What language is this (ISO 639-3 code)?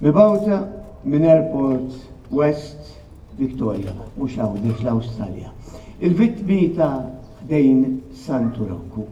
mlt